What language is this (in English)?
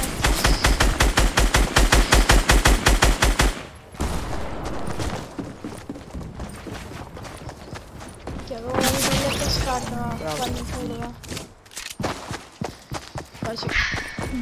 Italian